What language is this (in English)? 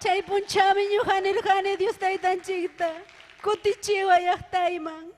Ayacucho Quechua